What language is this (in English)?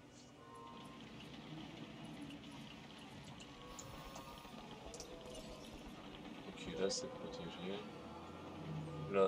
French